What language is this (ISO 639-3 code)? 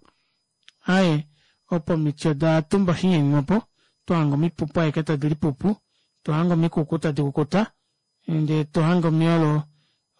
kua